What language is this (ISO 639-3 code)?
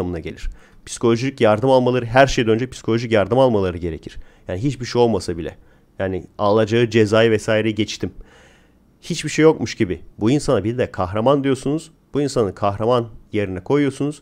tur